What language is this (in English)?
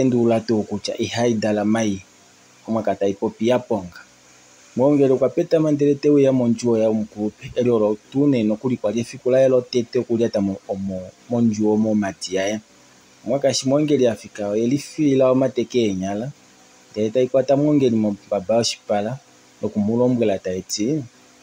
Kuanyama